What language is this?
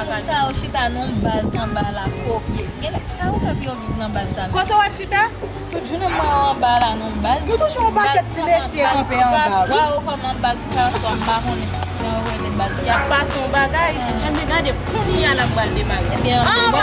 Haitian Creole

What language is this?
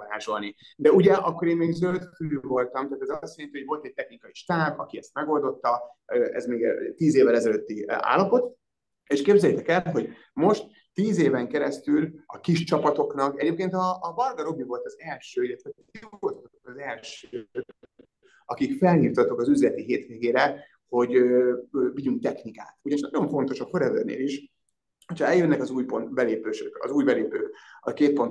Hungarian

